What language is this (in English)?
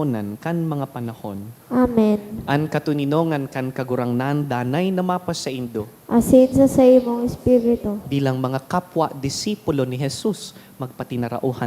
Bikol